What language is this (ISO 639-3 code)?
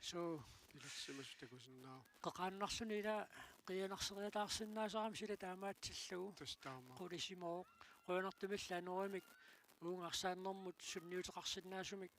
kal